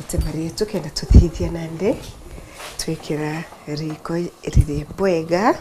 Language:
Meru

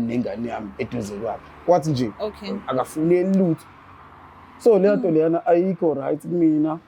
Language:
Zulu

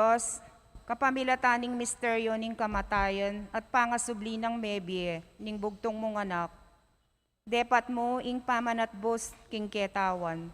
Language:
Pampanga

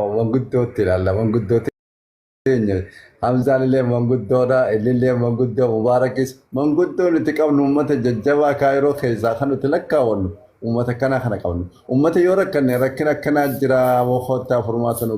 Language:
Oromo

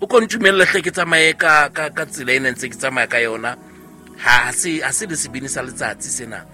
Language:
Southern Sotho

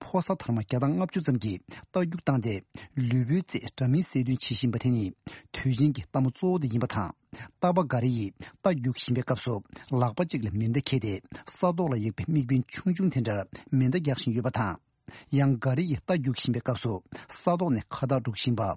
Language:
Tibetan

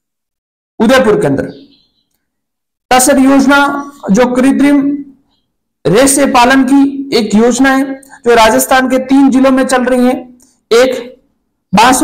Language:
Hindi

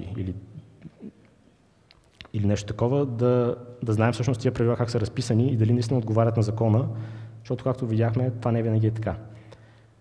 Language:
Bulgarian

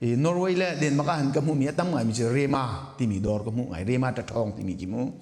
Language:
Hakha Chin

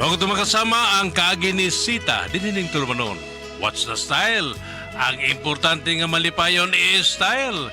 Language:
Cebuano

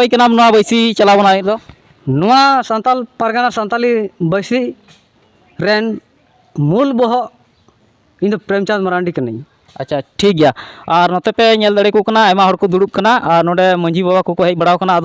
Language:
Santali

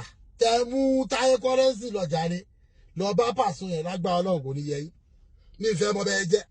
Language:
Yoruba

